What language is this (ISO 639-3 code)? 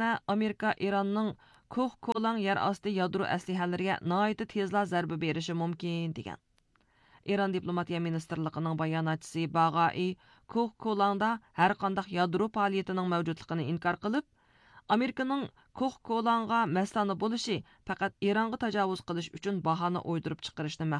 uig